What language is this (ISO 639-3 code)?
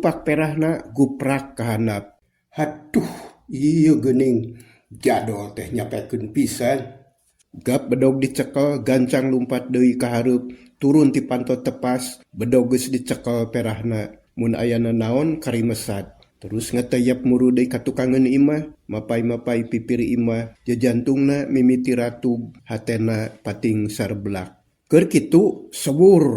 sun